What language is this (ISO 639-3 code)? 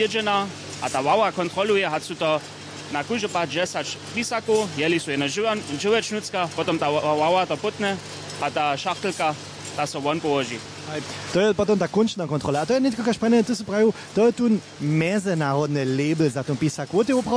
hsb